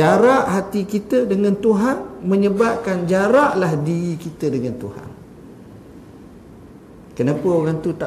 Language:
Malay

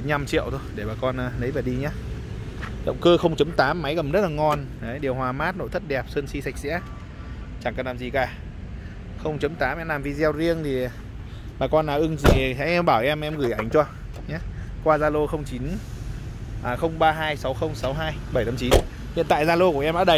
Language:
Vietnamese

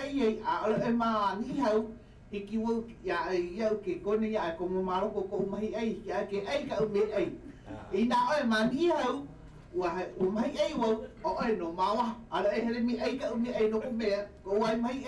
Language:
Hawaiian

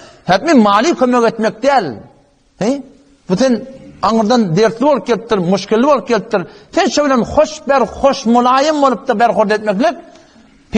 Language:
Turkmen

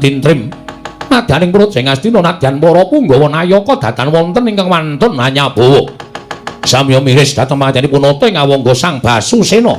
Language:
Javanese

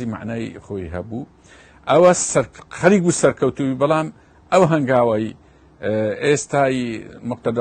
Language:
Central Kurdish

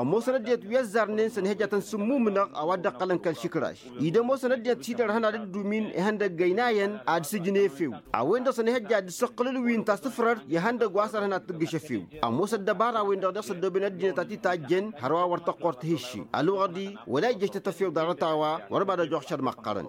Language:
Tamasheq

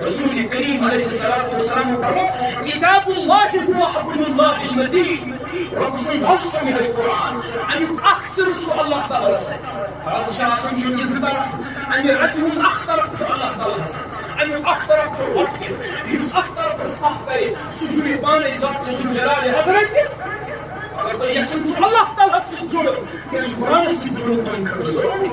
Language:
Kashmiri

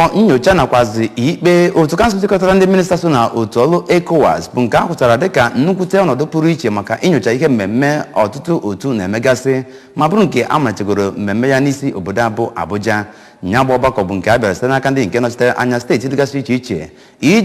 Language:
Igbo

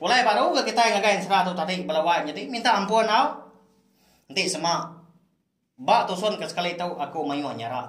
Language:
Iban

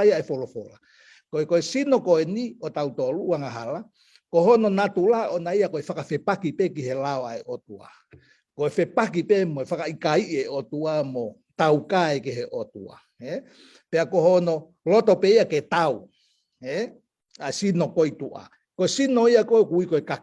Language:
Tongan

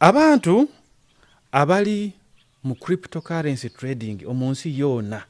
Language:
Nyoro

